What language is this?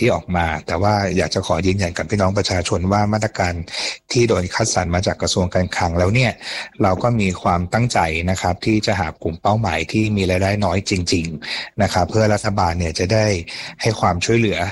Thai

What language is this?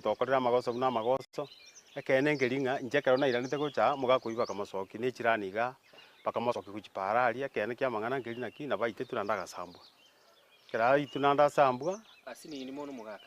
Gusii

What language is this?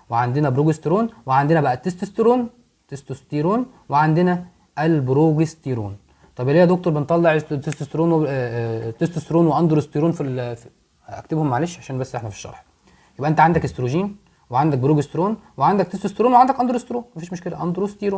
Egyptian Arabic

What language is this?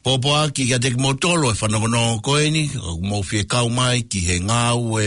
Tongan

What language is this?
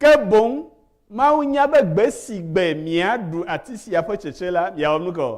Ewe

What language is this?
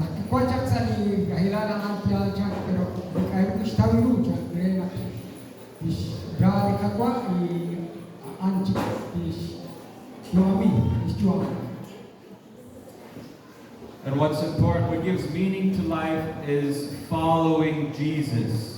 Kekchí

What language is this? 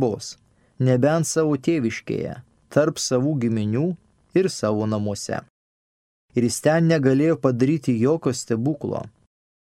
Lithuanian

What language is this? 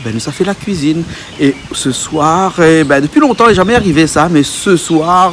Réunion Creole French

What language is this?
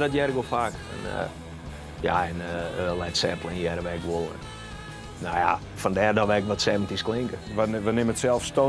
Western Frisian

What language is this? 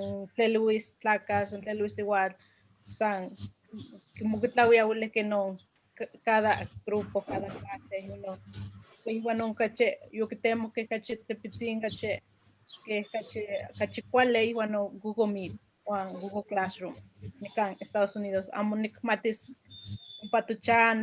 Eastern Huasteca Nahuatl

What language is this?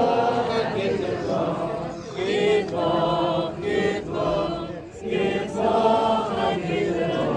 Yiddish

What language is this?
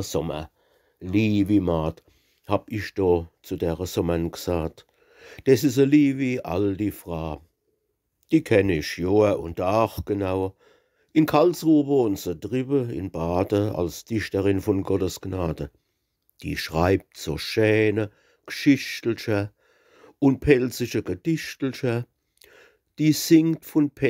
Palatine German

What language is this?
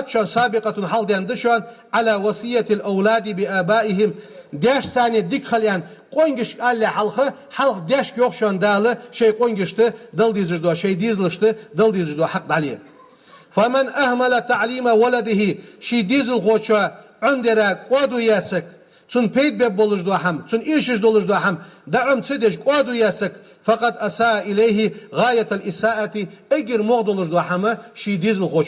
Ingush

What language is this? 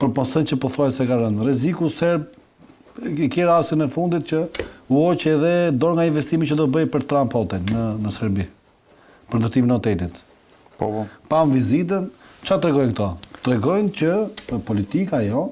Albanian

